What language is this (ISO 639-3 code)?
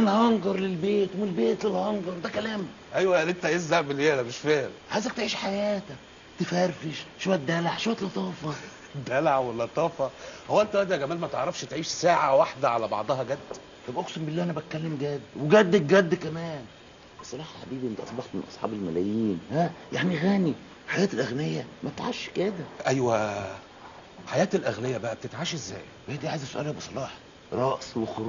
arz